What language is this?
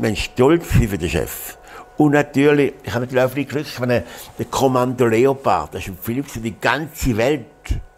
Swiss German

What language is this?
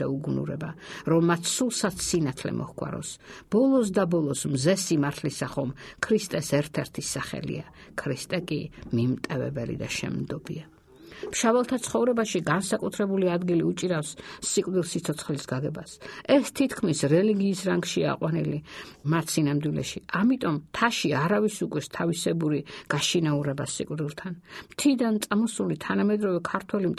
Georgian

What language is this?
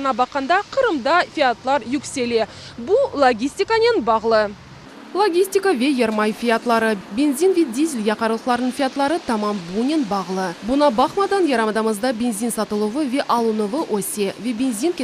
Crimean Tatar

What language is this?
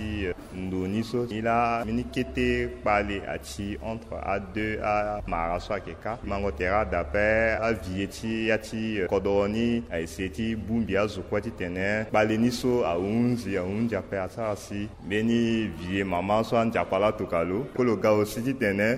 Sango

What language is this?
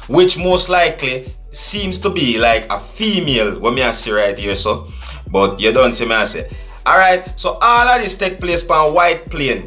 Jamaican Creole English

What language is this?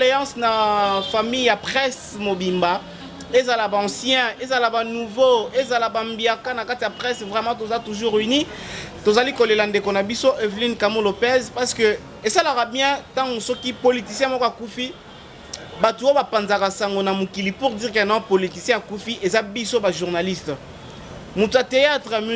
Lingala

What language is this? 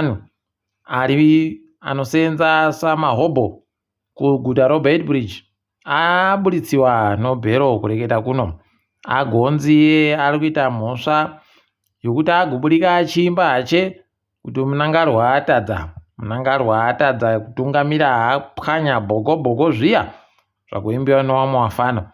Ndau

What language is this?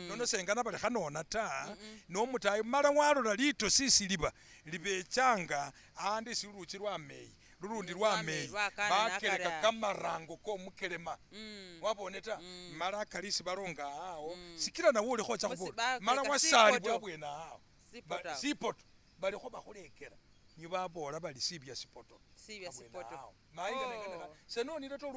Masaaba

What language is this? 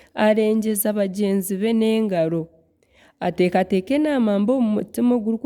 Nyankole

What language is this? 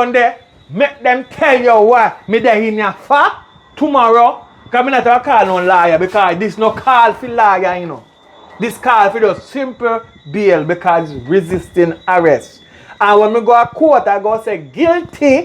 Jamaican Creole English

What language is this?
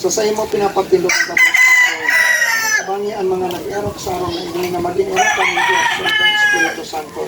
Bikol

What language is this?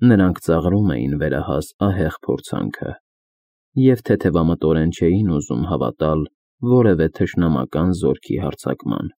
Armenian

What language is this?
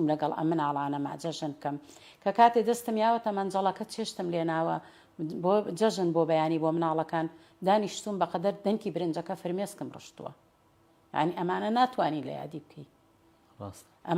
Central Kurdish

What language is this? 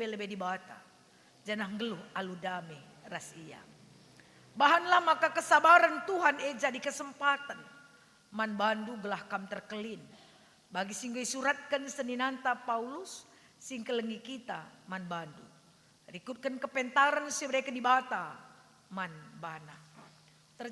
Batak Karo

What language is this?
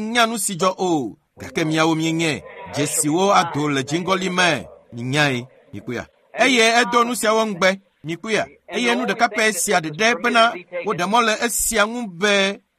Ewe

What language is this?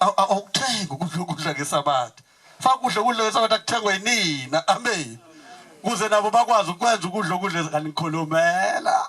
Zulu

